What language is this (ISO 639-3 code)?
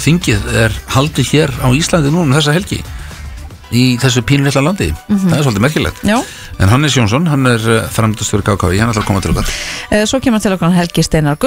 isl